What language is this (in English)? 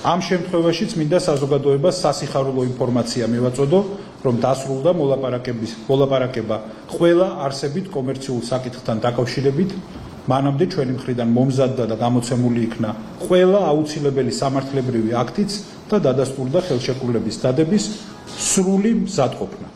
Georgian